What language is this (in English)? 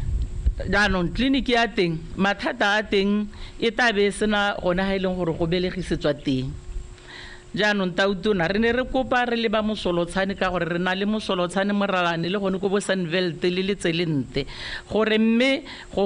Tswana